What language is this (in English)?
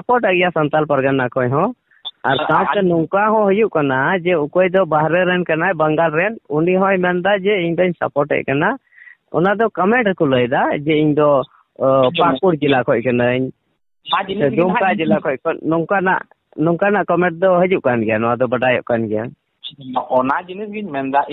Santali